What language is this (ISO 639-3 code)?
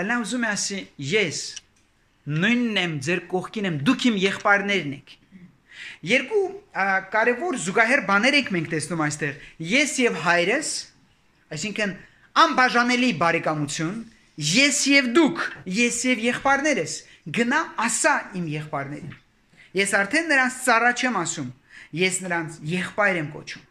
hye